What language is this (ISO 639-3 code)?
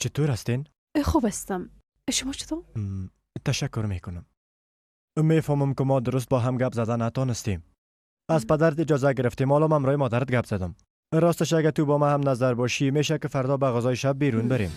fas